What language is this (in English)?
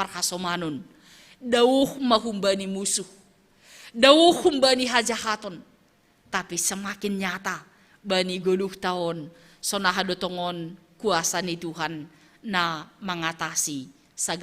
Batak Simalungun